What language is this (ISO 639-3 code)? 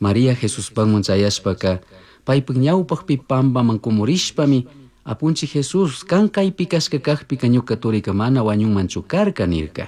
qug